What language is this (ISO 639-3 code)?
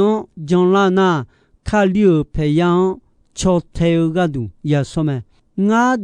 ahk